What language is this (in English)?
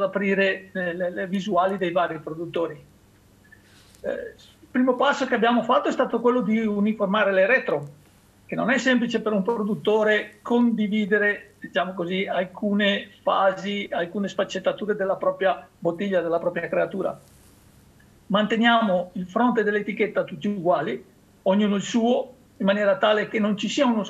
Italian